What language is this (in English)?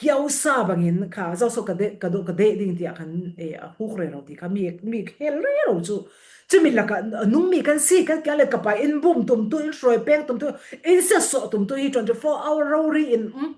Falam Chin